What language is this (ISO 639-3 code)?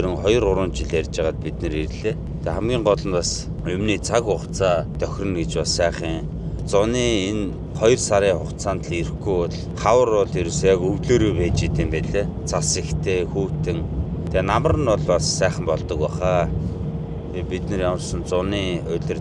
mon